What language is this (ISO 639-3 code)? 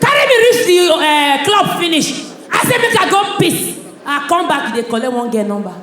pcm